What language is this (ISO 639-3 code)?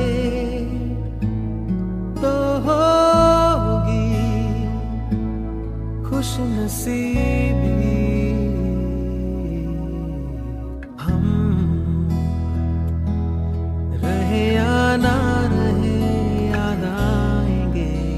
hin